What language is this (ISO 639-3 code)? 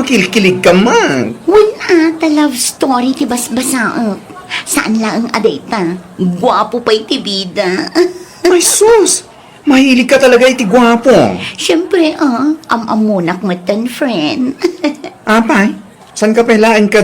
ilo